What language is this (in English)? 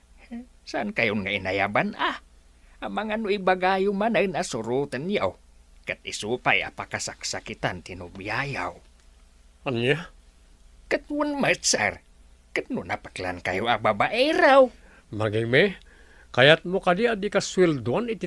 Iloko